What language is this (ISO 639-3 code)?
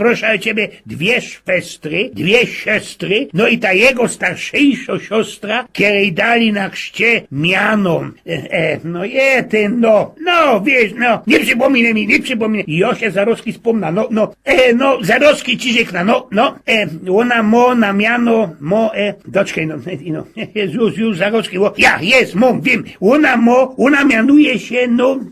szl